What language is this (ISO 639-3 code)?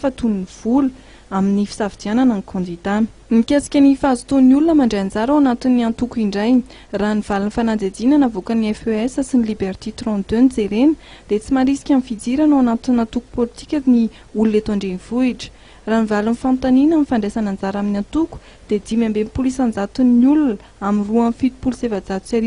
mlg